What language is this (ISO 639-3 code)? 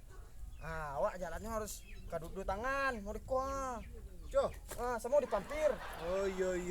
min